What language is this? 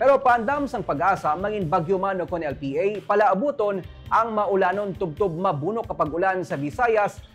Hiligaynon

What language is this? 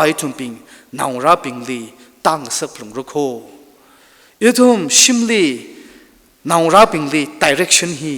Tangkhul Naga (India)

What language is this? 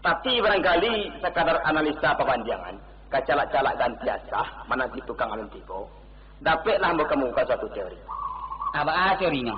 Minangkabau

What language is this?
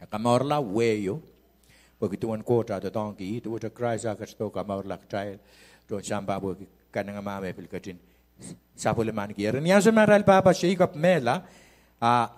Pohnpeian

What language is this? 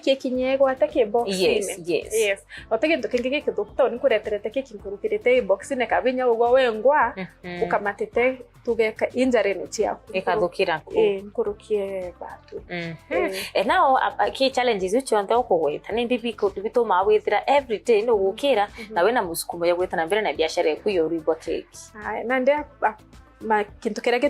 Meru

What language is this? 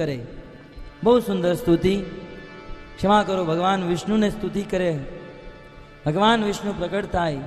Gujarati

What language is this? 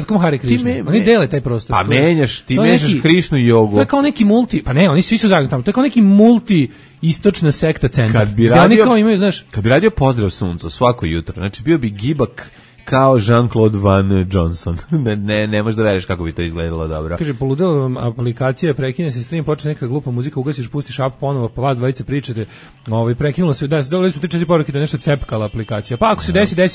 Serbian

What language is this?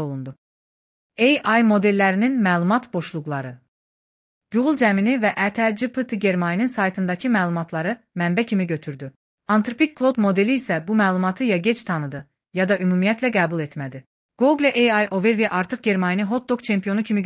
Azerbaijani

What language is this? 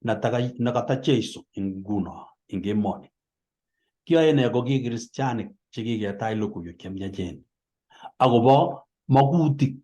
Kalenjin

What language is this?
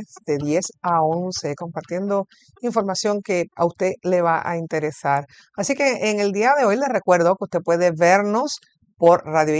Spanish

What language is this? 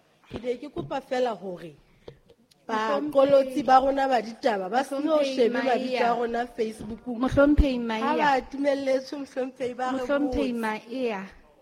Southern Sotho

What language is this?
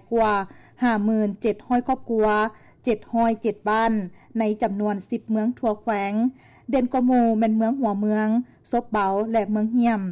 Lao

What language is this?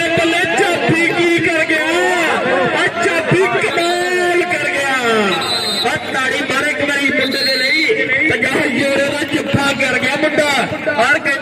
Punjabi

